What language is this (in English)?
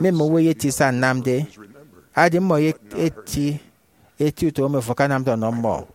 Efik